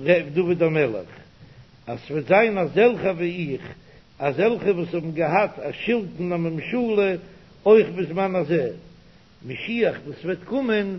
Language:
Yiddish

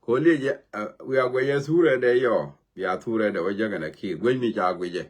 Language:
Nuer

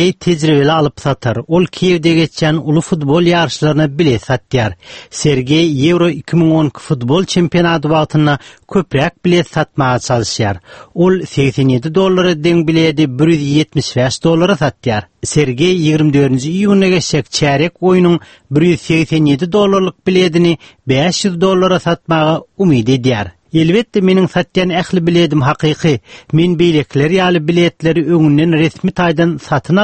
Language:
Turkmen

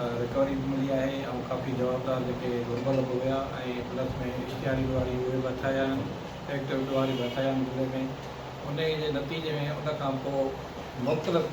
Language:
Sindhi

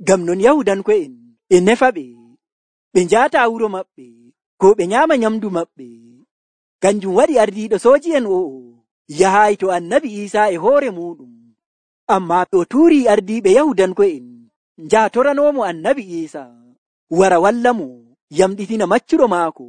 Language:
Nigerian Fulfulde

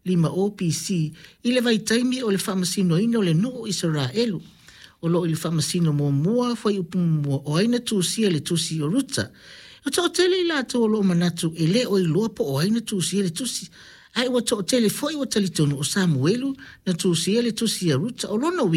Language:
Samoan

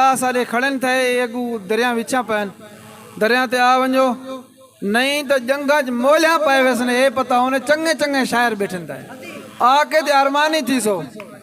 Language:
Saraiki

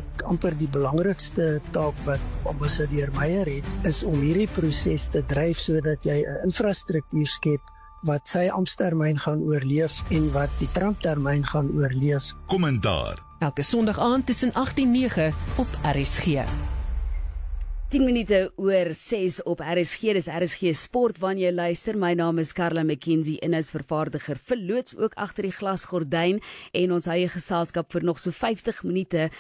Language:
Afrikaans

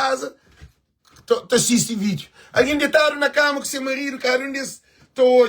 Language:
Kabuverdianu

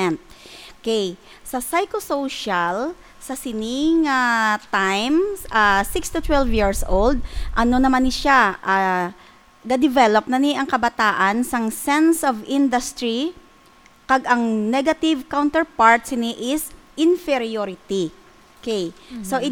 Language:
Hiligaynon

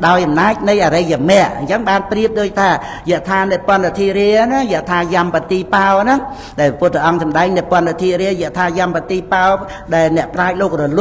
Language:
Khmer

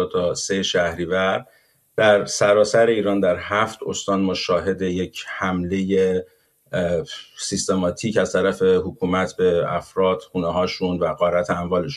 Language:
Persian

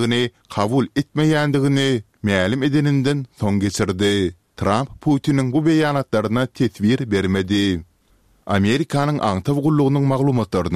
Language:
Turkmen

